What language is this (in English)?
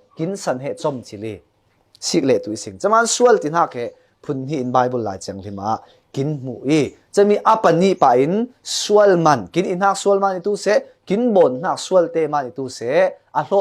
Falam Chin